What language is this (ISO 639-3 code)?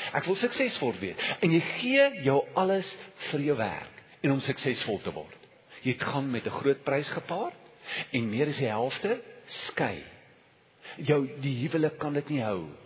afr